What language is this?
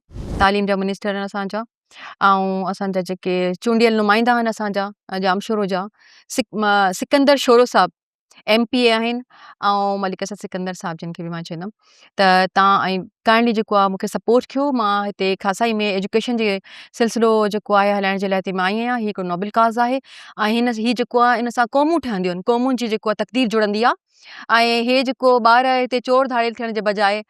Sindhi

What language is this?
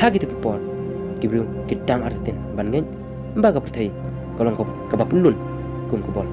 Khasi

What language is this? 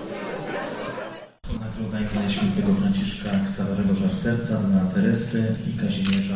Polish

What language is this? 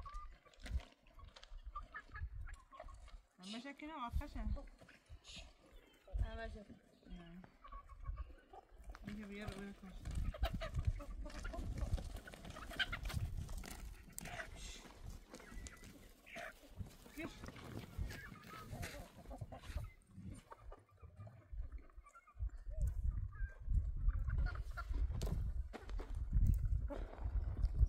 Persian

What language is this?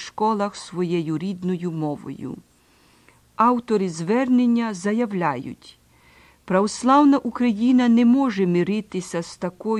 Ukrainian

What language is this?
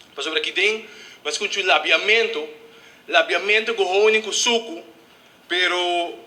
Papiamento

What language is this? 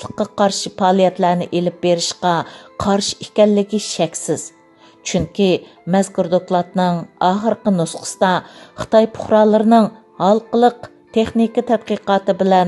Uyghur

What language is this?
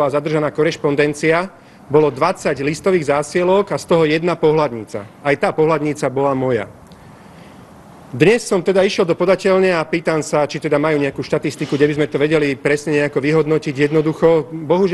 Slovak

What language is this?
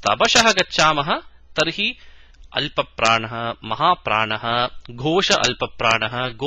Sanskrit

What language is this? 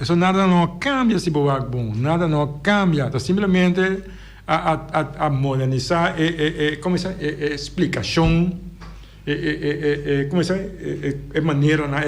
Papiamento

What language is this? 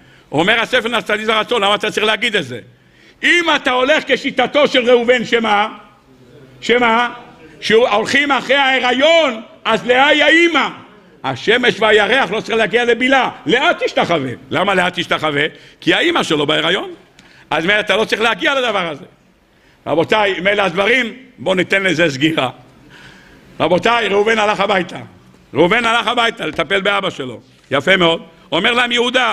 Hebrew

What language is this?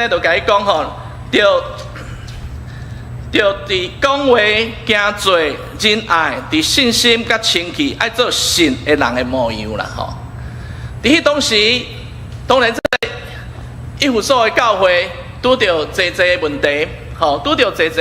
Min Nan Chinese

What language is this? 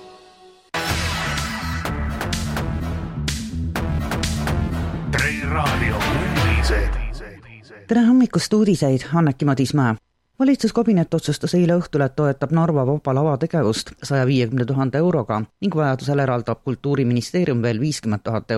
Estonian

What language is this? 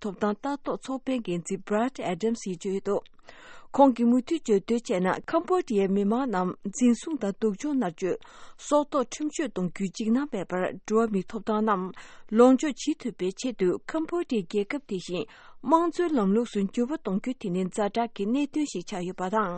Tibetan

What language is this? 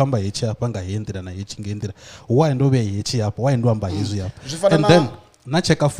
Venda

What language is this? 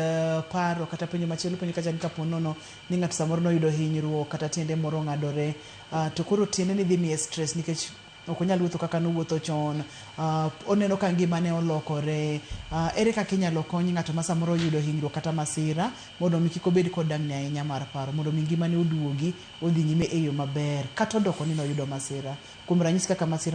Luo (Kenya and Tanzania)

